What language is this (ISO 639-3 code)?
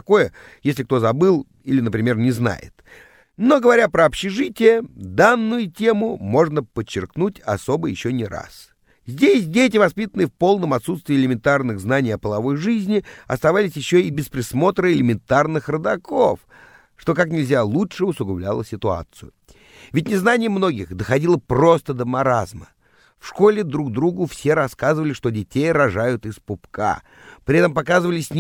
rus